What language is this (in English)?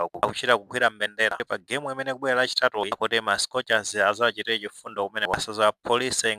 Nyanja